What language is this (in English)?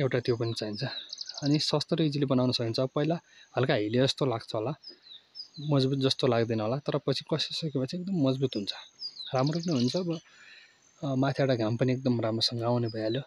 Nepali